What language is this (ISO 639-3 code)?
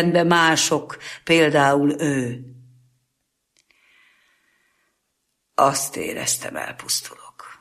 hun